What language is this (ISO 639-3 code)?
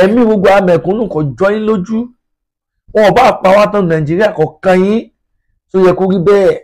yor